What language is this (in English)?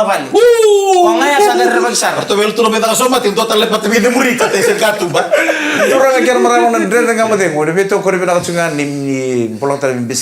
Fijian